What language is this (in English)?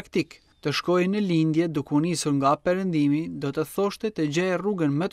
Albanian